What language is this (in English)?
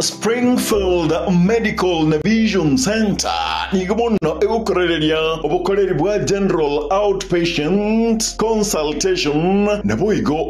Gusii